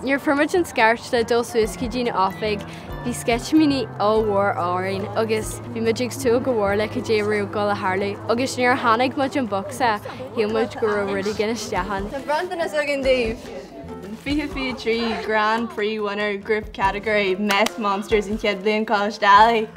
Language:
Irish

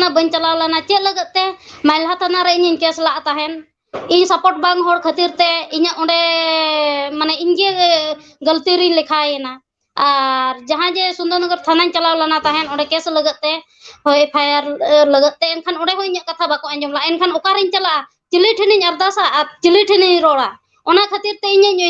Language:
Santali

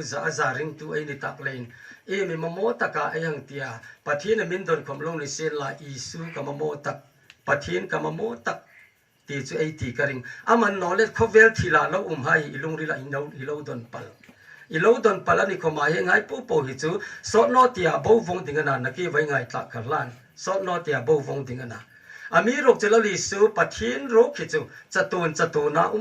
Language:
Hmar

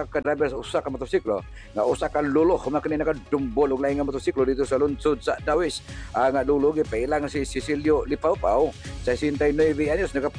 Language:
Cebuano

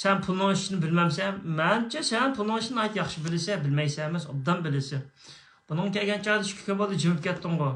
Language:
Uyghur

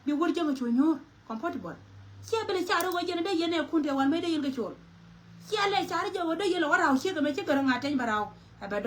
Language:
Nuer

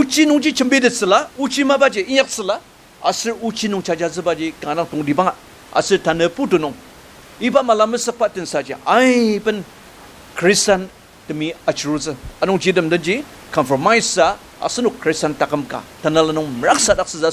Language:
Ao Naga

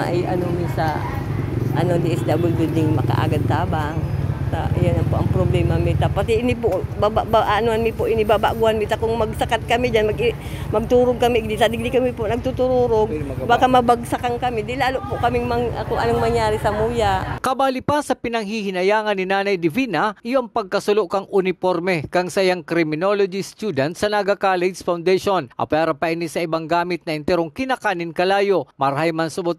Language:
Bikol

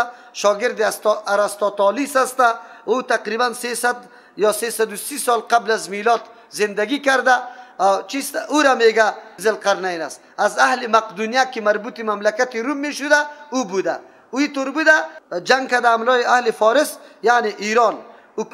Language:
Persian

